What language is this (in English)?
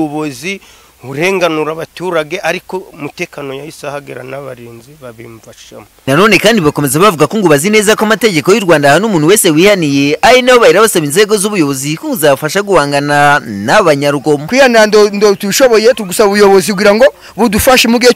Kinyarwanda